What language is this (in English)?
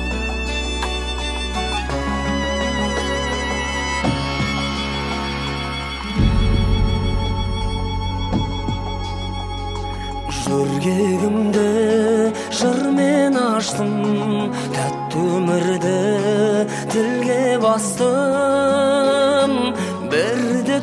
Kazakh